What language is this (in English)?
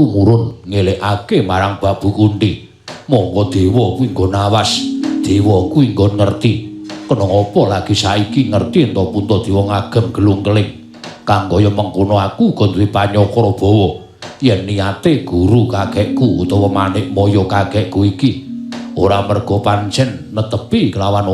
Javanese